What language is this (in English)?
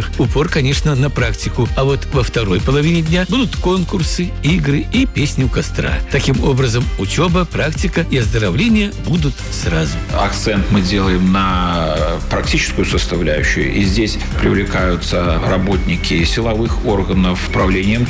Russian